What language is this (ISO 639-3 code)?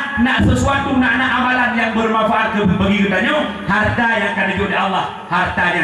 ace